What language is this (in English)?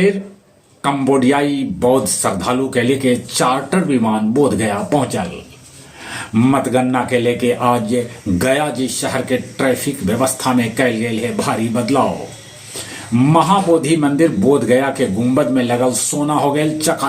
Magahi